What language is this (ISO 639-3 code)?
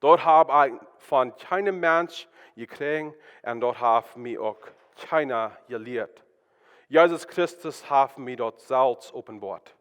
pdt